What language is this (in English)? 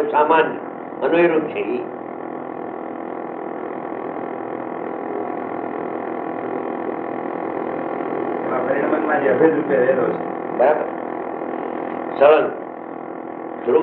Gujarati